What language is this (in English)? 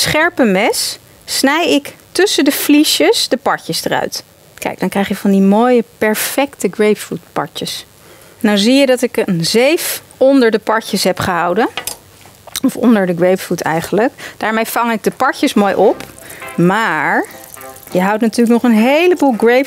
Dutch